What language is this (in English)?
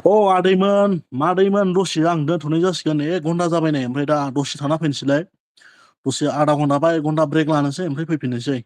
Bodo